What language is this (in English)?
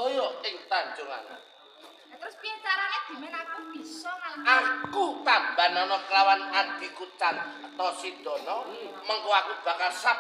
Javanese